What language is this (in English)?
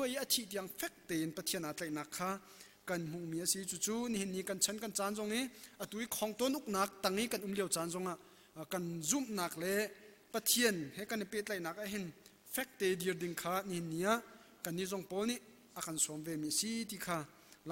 Hakha Chin